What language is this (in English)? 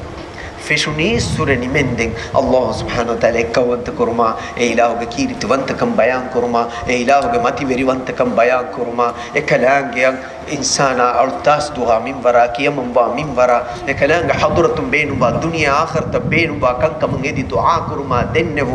Divehi